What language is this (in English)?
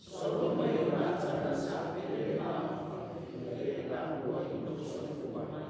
Samoan